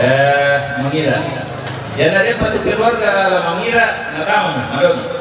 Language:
Toraja-Sa'dan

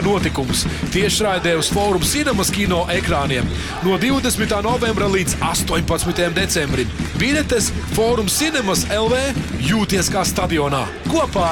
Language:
Latvian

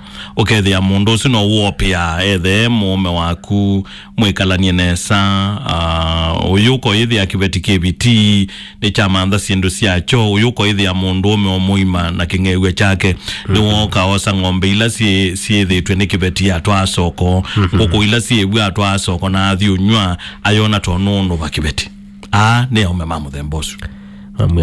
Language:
Kamba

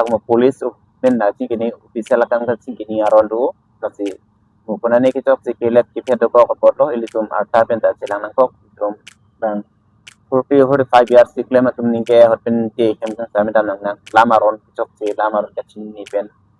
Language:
Karbi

